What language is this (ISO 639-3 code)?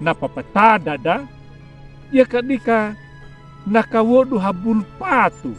akg